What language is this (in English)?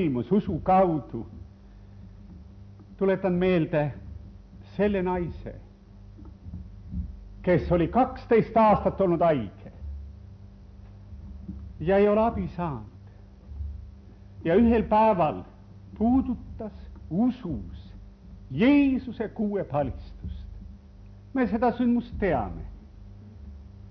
Estonian